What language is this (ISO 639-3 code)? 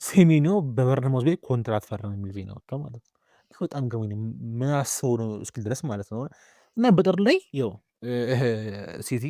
amh